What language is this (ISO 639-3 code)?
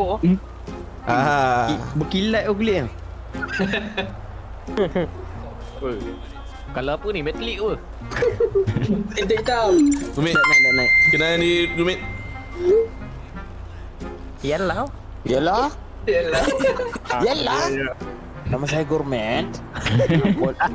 msa